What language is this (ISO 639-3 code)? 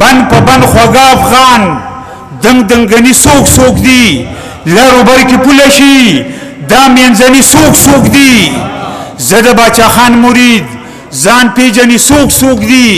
pus